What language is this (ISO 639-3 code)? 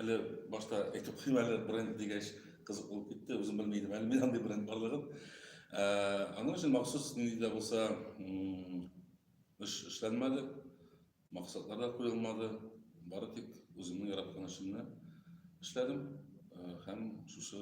tat